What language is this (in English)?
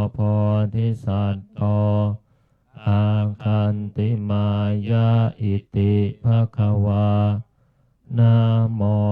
Pali